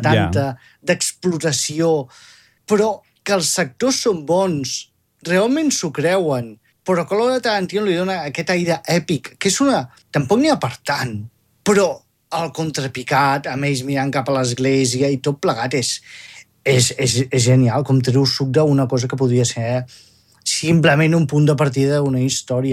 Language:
Catalan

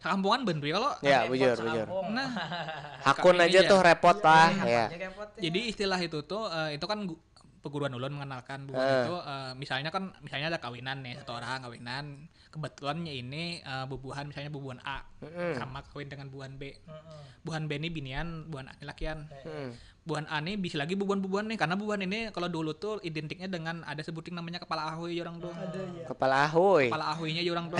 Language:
Banjar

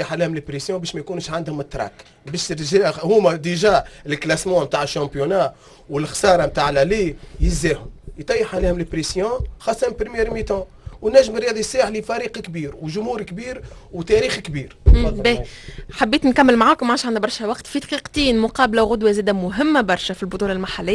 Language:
Tunisian Arabic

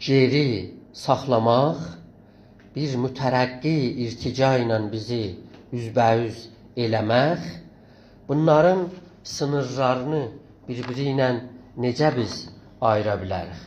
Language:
South Azerbaijani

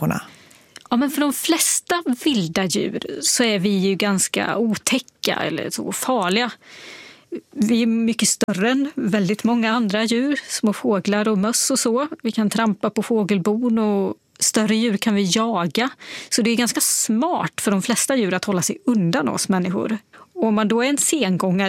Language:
Swedish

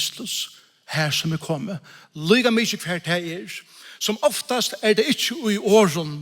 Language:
Faroese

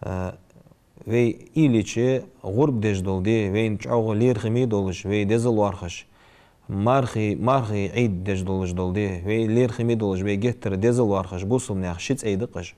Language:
Ingush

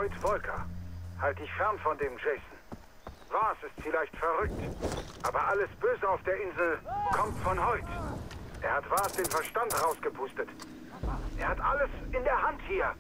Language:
Swiss German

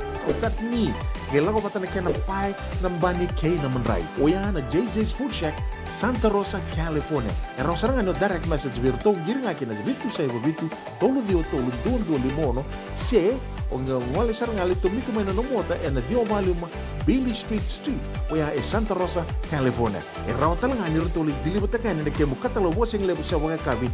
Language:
Fijian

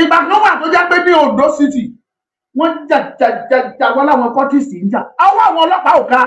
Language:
Yoruba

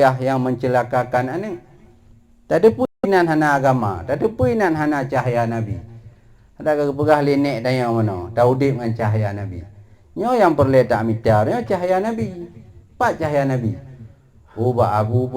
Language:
Achinese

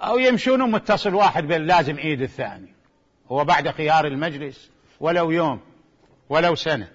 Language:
Mesopotamian Arabic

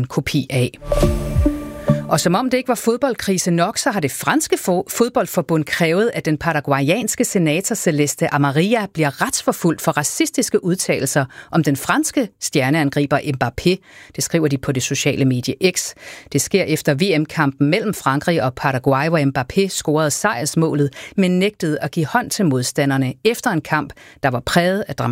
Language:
Danish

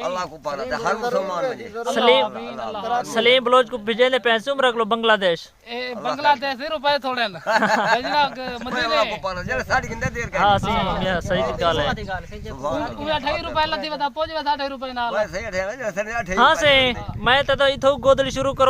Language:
Saraiki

